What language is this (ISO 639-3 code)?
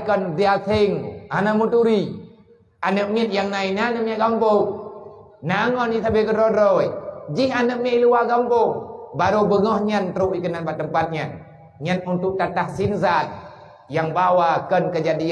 ace